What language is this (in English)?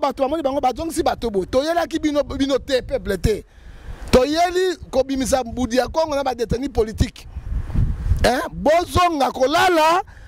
Lingala